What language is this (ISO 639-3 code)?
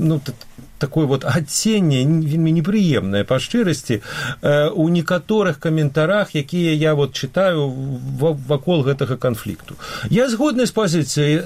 bel